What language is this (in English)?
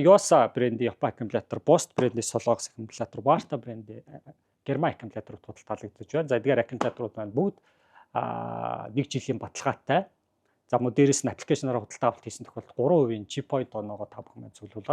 Mongolian